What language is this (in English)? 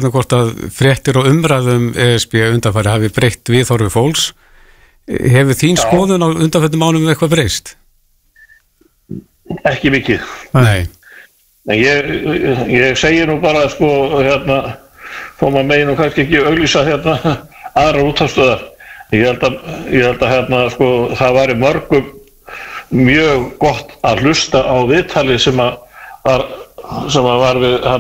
Icelandic